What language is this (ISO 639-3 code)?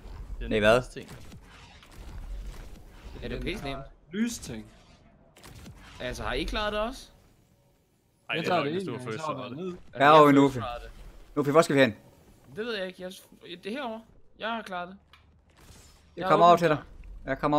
dan